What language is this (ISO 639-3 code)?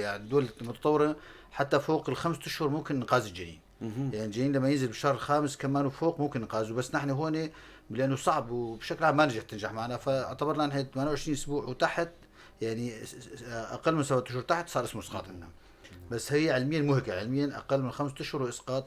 apc